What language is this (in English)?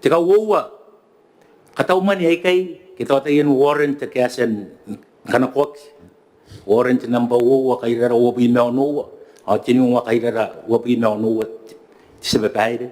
Gilbertese